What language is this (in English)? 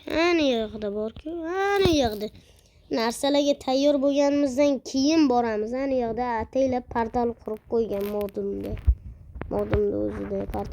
Uzbek